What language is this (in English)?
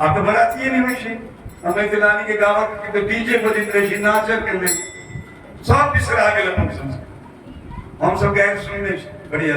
Maithili